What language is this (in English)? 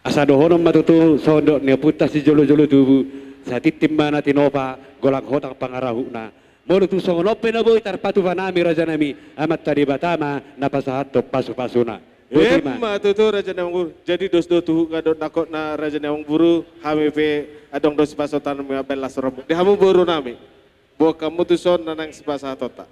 Batak Toba